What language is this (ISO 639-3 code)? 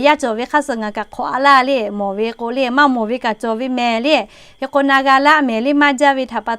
lhu